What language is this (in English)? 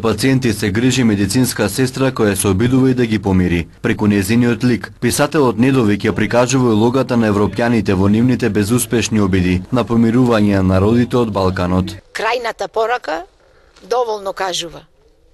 Macedonian